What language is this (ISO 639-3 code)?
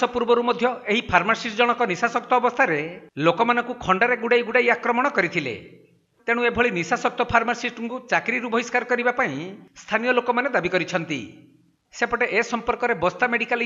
ori